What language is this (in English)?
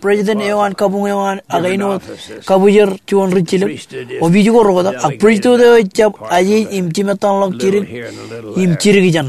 Marshallese